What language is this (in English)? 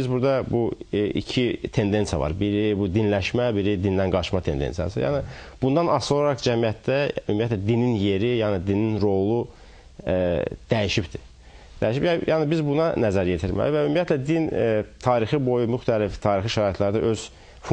Azerbaijani